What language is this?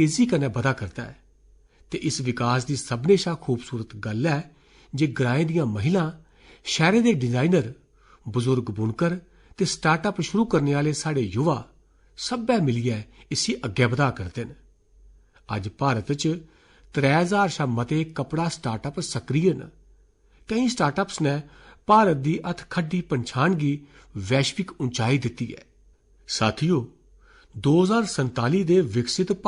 Dogri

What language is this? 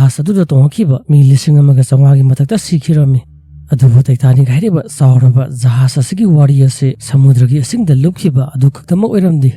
Manipuri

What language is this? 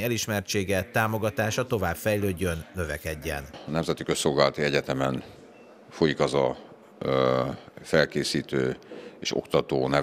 Hungarian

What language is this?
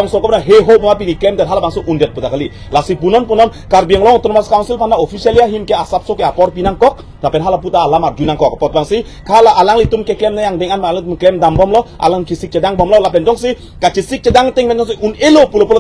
Karbi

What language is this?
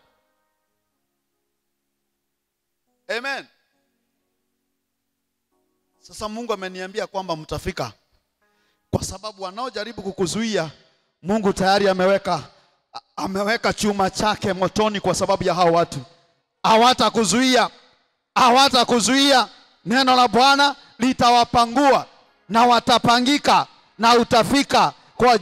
Swahili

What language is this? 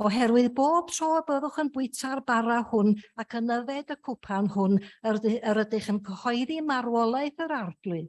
Welsh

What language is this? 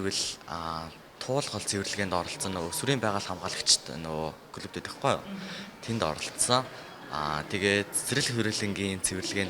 Mongolian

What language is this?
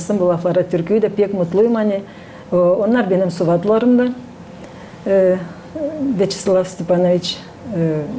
Gagauz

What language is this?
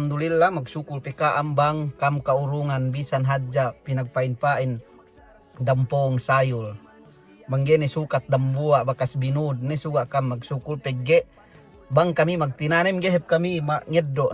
Yakan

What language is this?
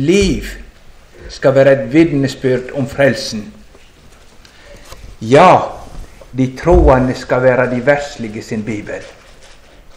Norwegian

